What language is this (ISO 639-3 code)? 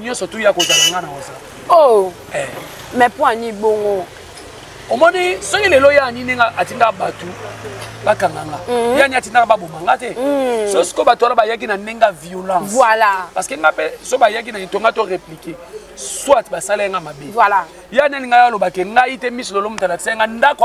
lin